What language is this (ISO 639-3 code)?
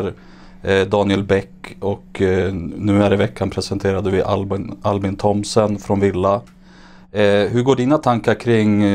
swe